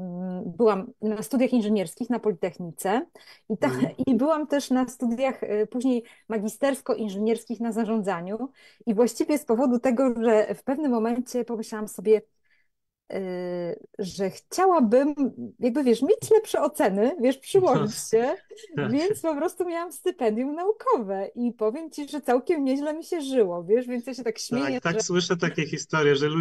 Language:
Polish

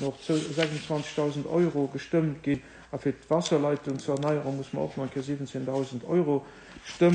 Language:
Luxembourgish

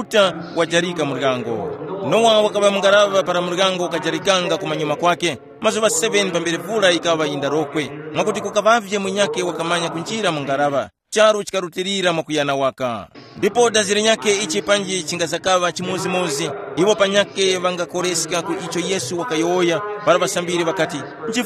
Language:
Tumbuka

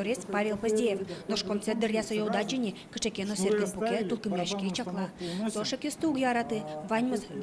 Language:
Udmurt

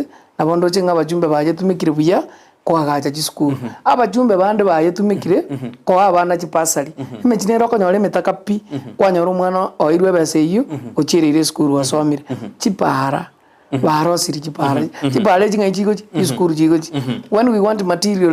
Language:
Gusii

